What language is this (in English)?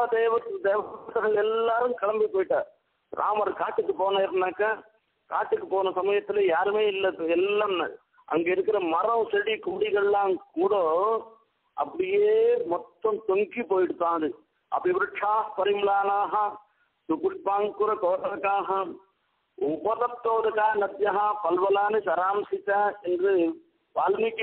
Tamil